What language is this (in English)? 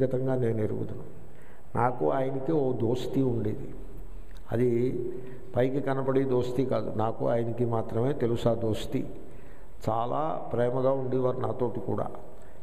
Telugu